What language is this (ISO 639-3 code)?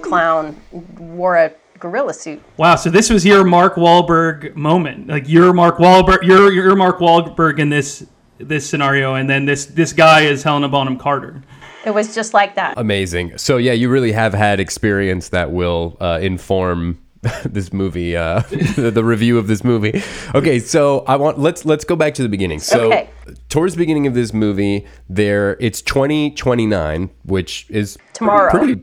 eng